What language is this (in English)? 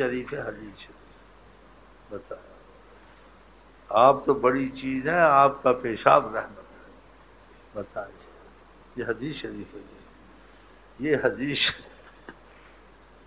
Urdu